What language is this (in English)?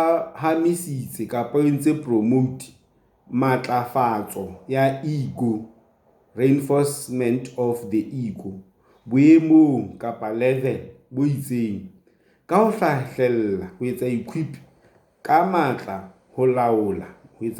Southern Sotho